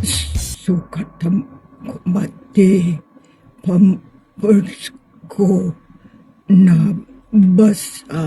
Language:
Iloko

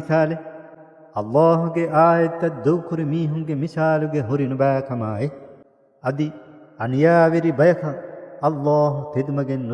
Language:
Divehi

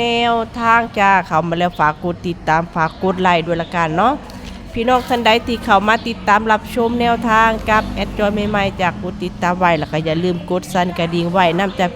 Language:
Lao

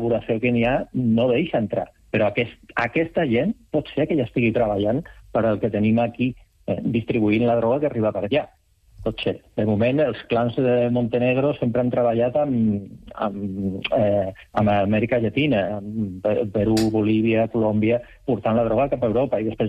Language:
Catalan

